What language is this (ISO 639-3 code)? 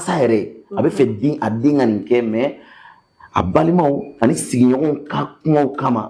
bam